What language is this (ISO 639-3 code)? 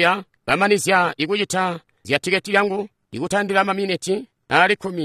toi